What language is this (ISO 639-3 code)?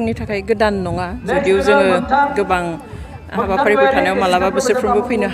brx